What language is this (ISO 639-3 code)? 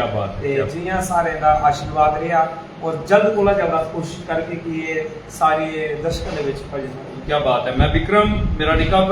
doi